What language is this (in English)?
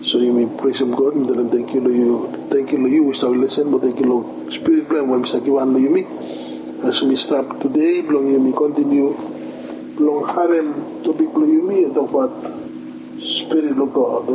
Bislama